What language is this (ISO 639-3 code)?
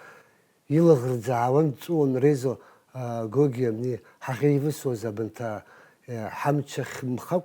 abk